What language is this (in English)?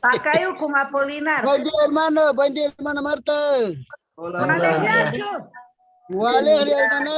Quechua